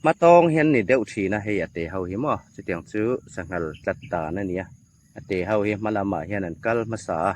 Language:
Hmar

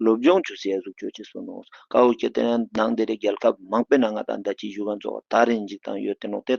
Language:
Ladakhi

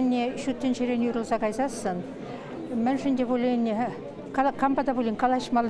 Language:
Chuvash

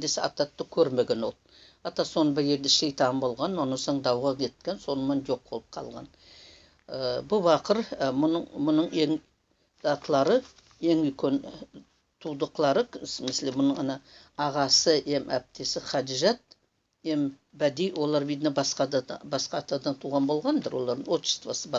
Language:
Nogai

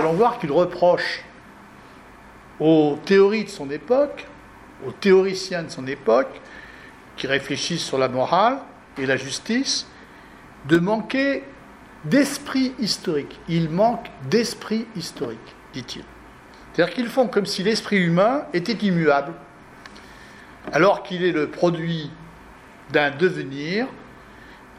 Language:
French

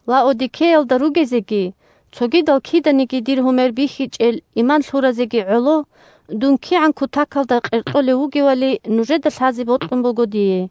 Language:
Avaric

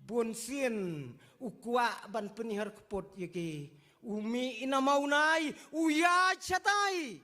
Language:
Khasi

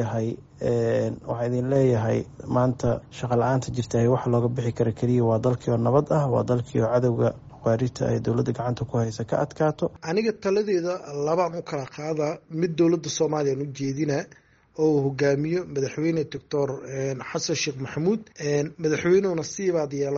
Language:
Somali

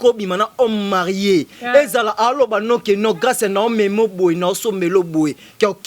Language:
Lingala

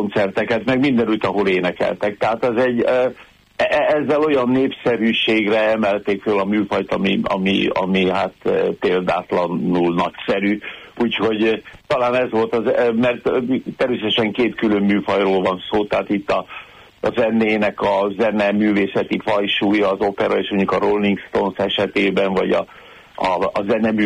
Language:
Hungarian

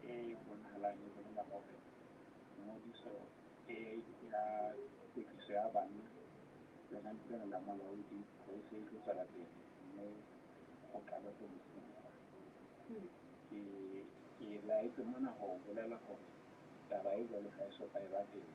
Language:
Southern Sotho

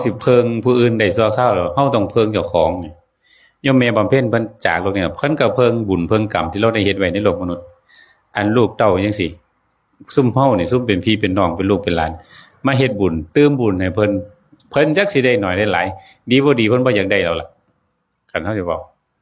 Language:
Northeastern Thai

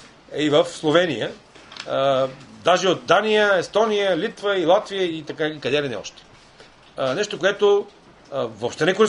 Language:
Bulgarian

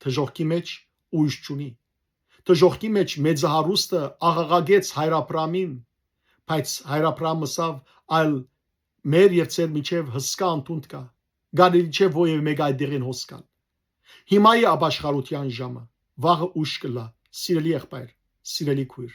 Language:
Western Armenian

